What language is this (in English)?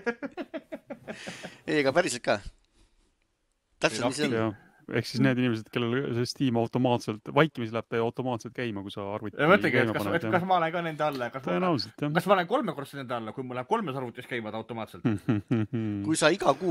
Estonian